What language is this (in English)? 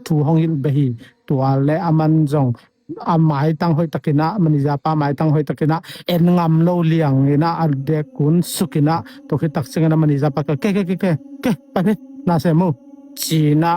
Tedim Chin